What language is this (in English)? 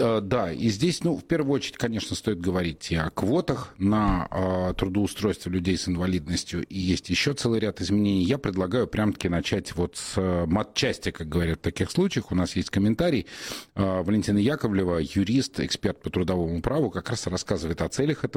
Russian